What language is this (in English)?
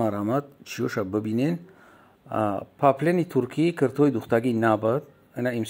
Tajik